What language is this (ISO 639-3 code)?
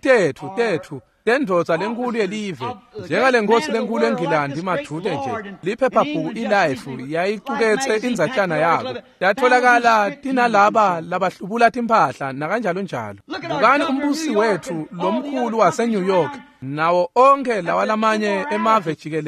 ssw